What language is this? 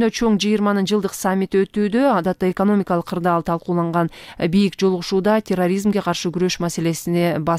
Kyrgyz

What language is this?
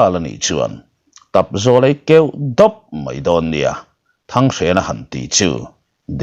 Mizo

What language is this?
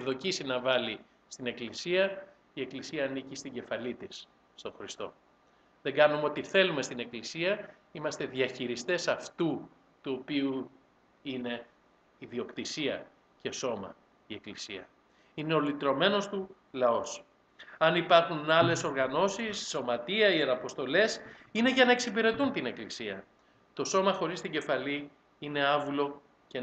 Greek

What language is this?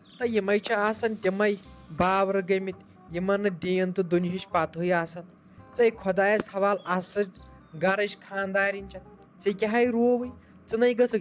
Kashmiri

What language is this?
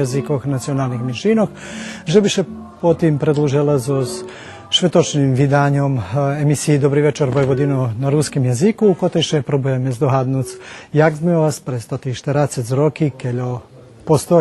Rusyn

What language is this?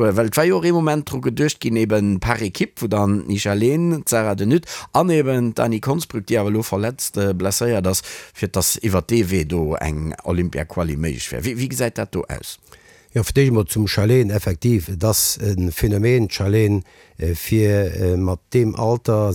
Luxembourgish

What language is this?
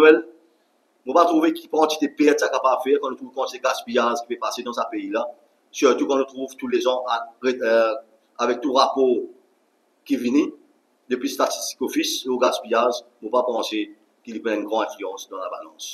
Morisyen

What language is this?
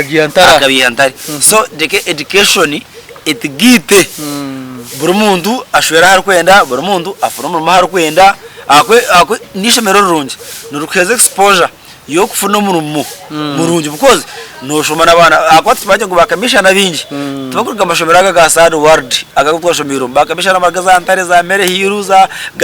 Nyankole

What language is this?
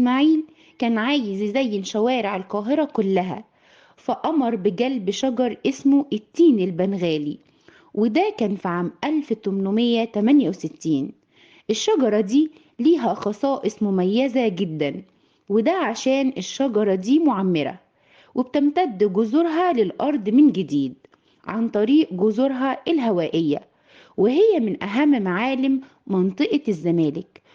Egyptian Arabic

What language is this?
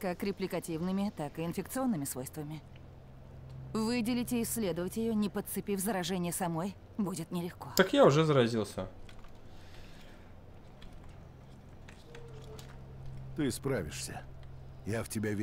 Russian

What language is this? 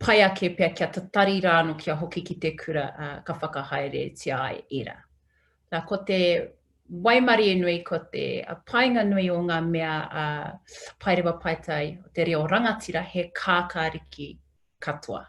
Māori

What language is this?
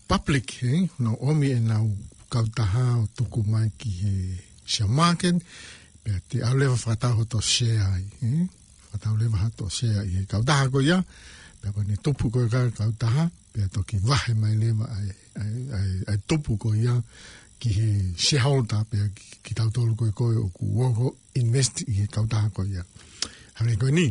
Tongan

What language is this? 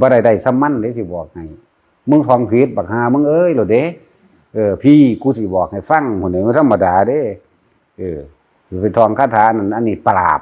Northeastern Thai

